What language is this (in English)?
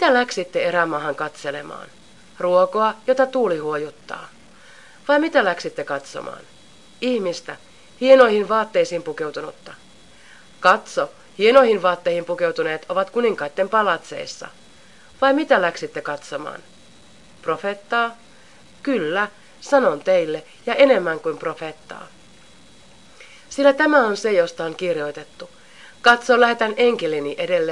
Finnish